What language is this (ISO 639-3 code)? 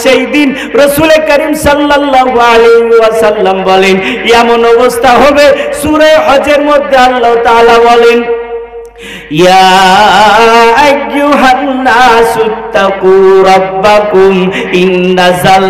ben